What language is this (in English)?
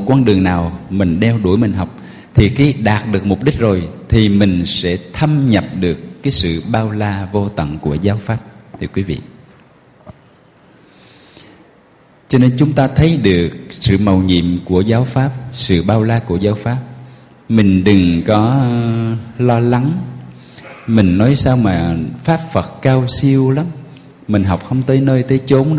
Vietnamese